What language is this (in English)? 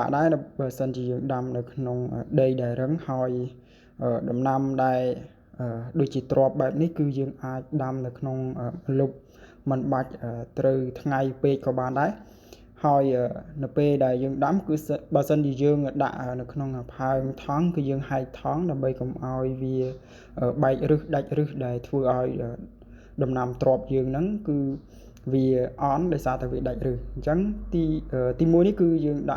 Khmer